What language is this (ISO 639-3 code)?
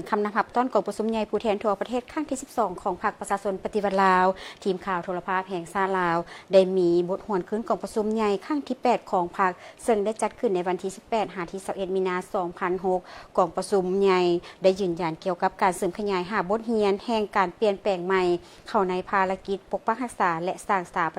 lao